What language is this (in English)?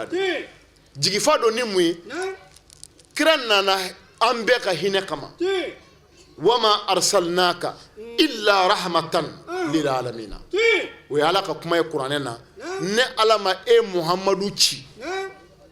Bambara